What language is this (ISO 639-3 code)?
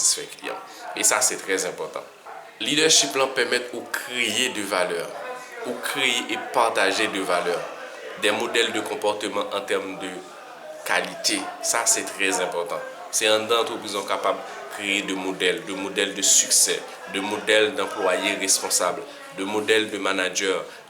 hat